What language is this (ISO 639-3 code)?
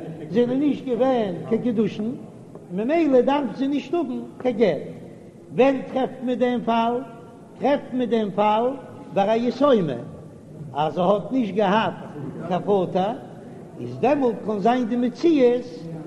yid